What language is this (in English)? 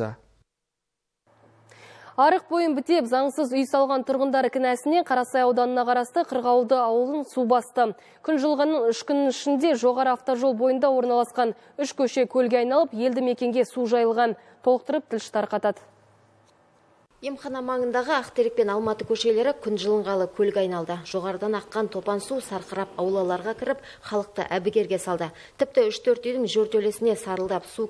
Kazakh